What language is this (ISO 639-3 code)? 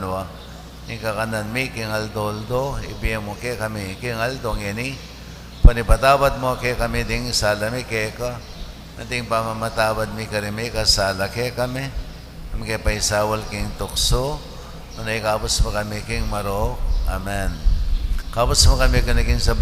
pam